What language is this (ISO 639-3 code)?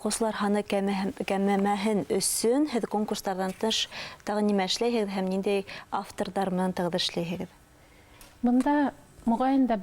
bak